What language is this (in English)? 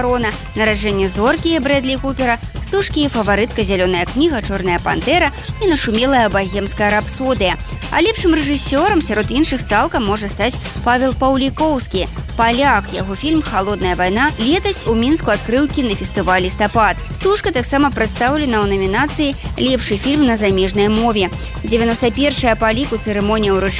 Belarusian